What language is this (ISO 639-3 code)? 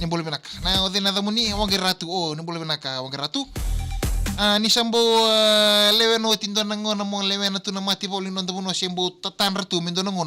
fij